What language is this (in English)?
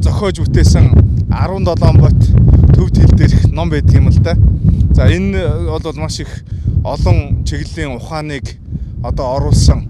Mongolian